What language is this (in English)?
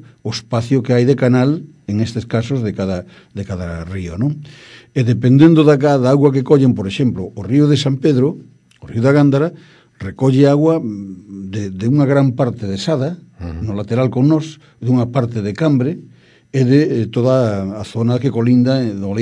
Galician